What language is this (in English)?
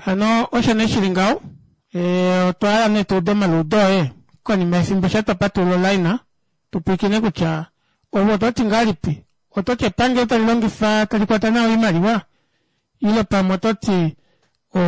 Kuanyama